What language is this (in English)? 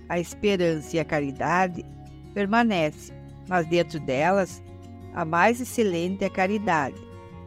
Portuguese